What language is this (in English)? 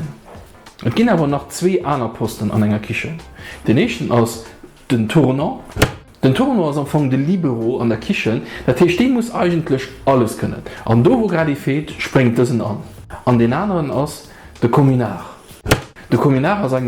Luxembourgish